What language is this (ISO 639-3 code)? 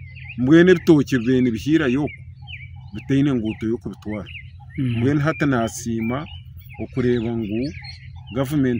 nyn